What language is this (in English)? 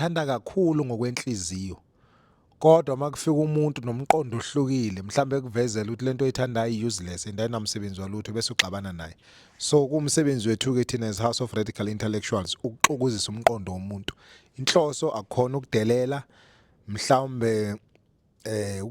Zulu